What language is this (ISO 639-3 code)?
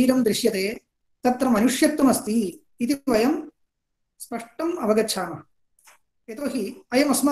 san